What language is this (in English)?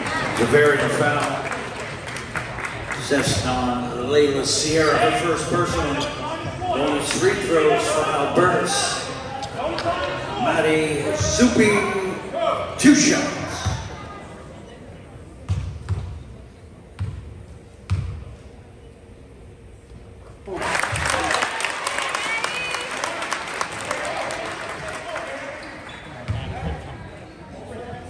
English